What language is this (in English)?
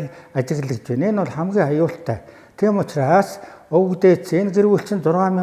Mongolian